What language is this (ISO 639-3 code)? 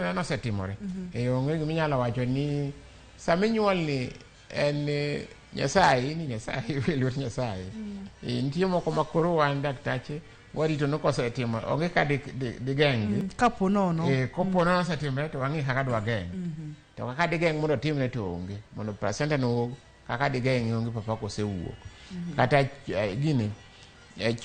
luo